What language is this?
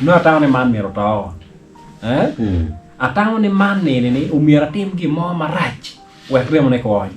Acoli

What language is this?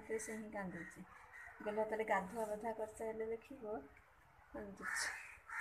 Odia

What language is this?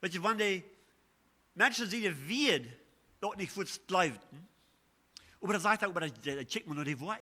Plautdietsch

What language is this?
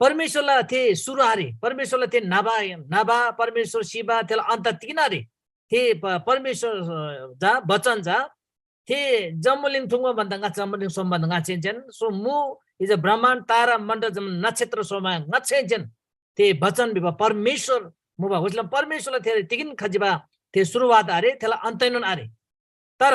Eastern Tamang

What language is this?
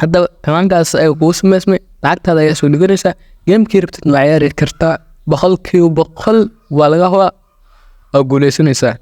Somali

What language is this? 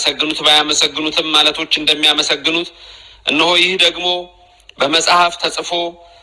Amharic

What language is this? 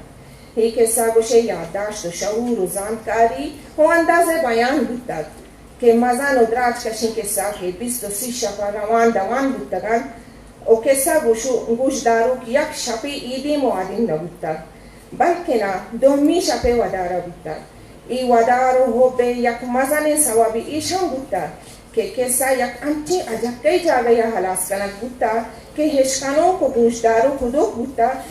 Eastern Balochi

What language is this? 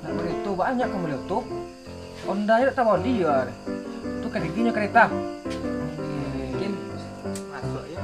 Minangkabau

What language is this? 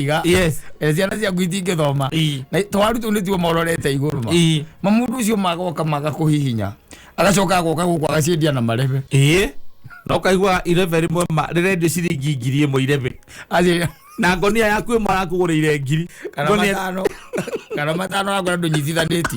Kikuyu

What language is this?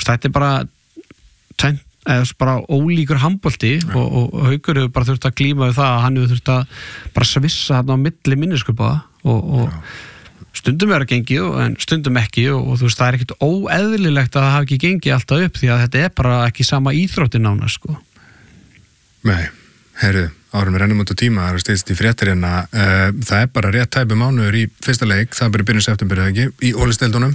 Icelandic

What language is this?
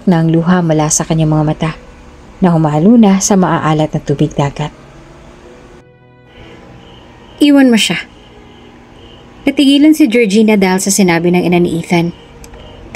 Filipino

